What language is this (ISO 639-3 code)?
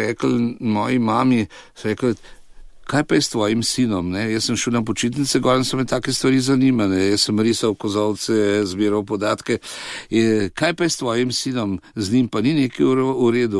slv